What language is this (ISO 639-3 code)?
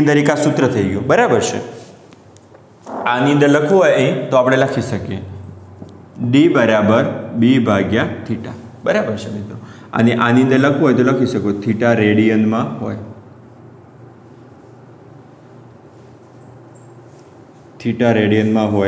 guj